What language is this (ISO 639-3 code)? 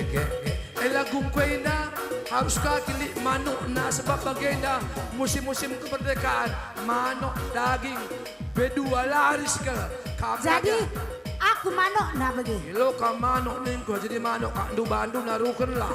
btx